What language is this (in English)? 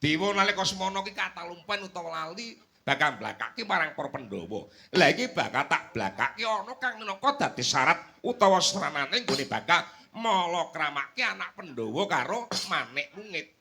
Javanese